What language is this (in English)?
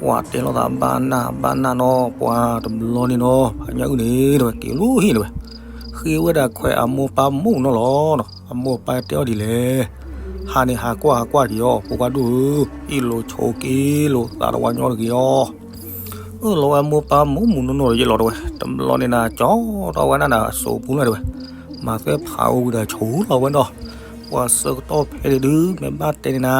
S'gaw Karen